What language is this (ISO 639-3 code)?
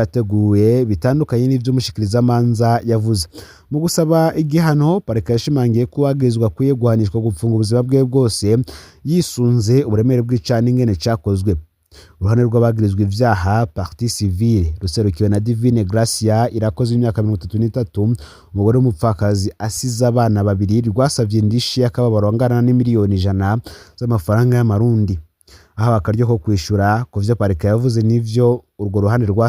run